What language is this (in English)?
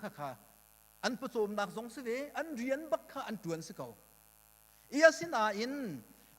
Hakha Chin